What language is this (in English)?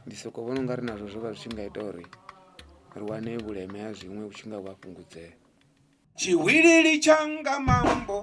Venda